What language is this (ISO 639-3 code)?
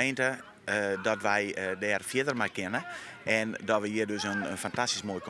fry